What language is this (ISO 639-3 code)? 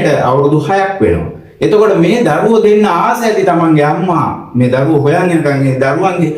sin